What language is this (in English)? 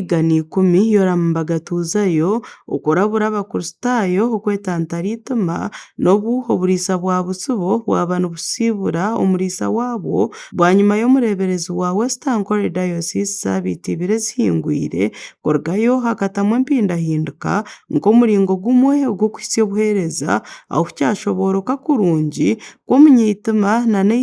Nyankole